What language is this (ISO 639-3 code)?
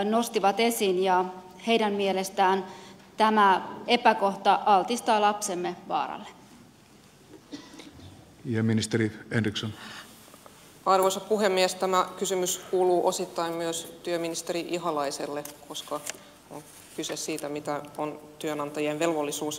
fin